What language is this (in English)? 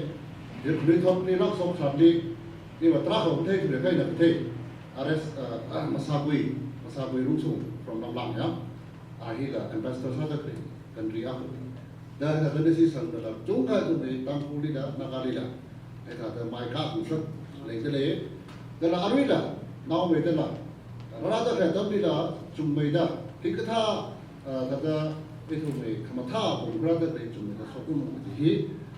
Tangkhul Naga (India)